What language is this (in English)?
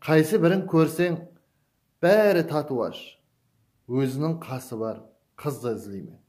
Kara-Kalpak